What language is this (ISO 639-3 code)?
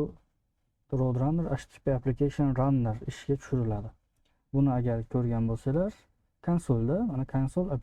uzb